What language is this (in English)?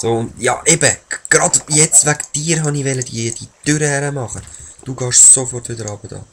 Swiss German